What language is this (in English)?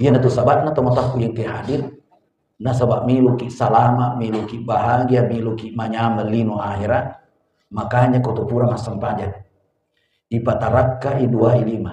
Buginese